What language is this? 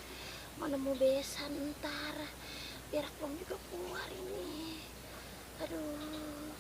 Betawi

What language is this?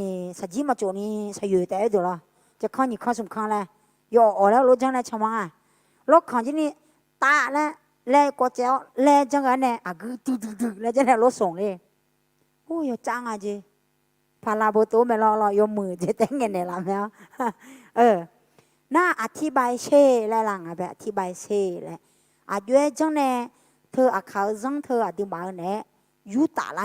Akha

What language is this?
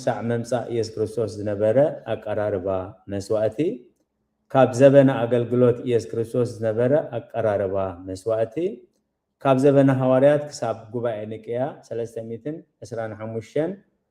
Tigrinya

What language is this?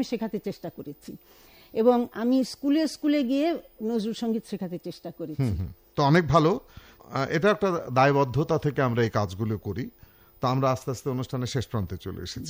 Bangla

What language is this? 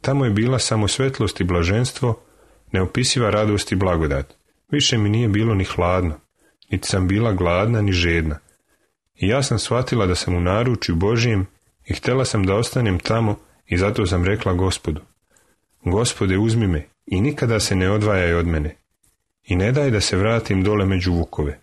Serbian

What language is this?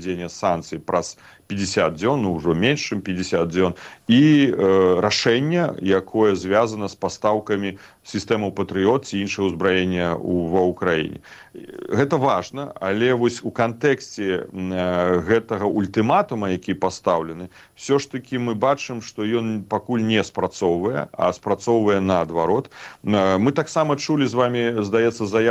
Belarusian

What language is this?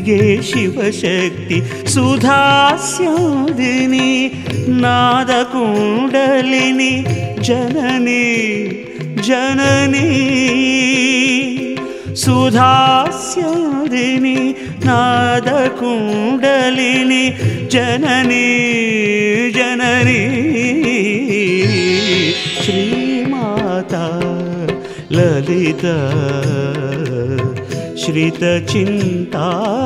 Telugu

